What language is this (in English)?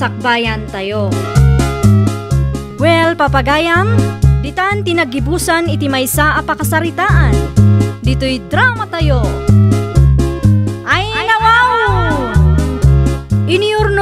Iloko